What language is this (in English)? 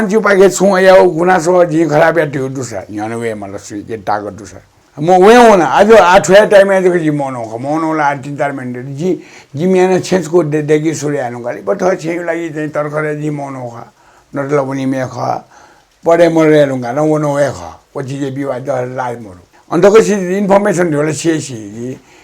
Newari